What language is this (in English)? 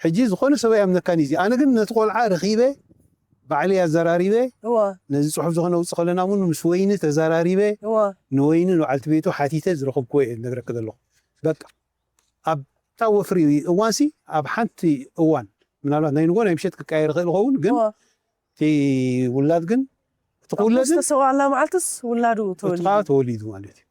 Tigrinya